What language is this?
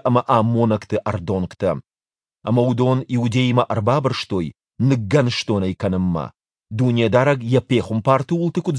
Ossetic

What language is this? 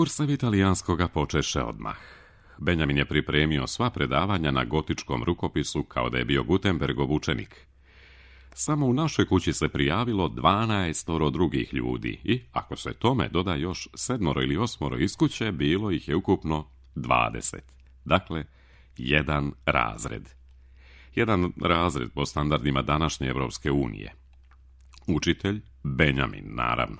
Croatian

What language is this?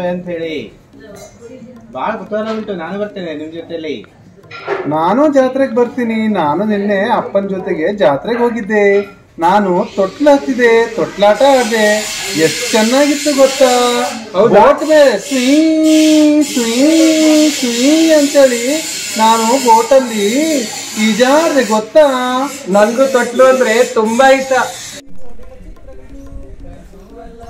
Kannada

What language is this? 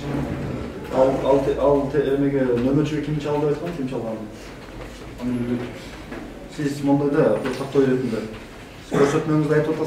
Kyrgyz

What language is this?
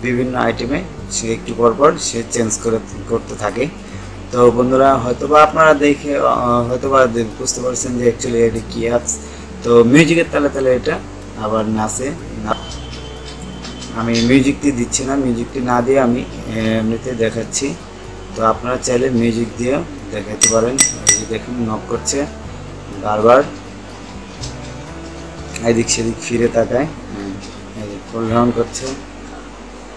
Bangla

